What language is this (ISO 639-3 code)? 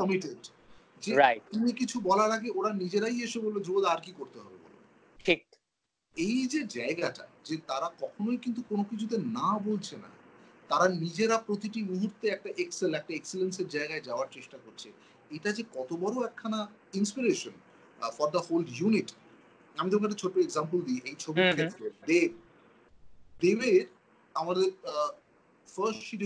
ben